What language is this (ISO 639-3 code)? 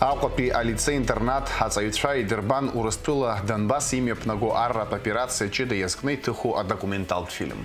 abk